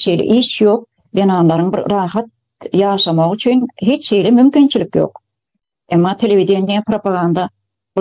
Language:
Turkmen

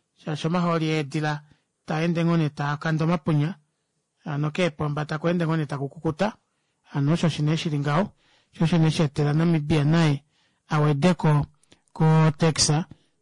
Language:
Kuanyama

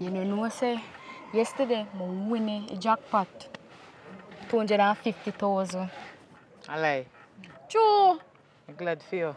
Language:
Jamaican Creole English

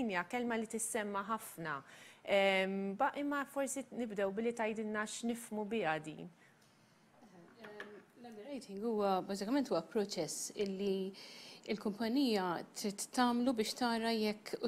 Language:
Maltese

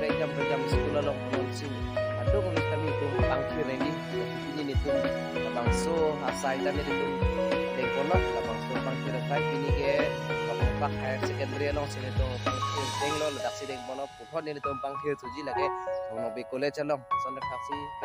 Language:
Karbi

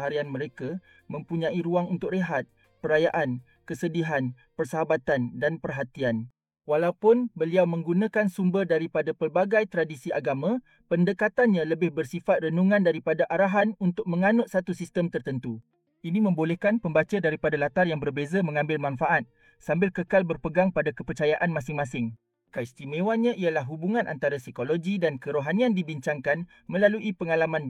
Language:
Malay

